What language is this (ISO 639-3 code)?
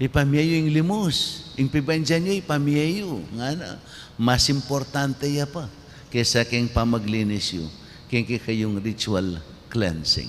pam